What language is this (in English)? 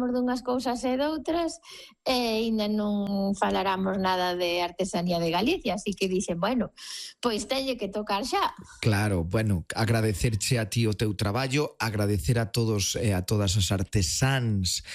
Galician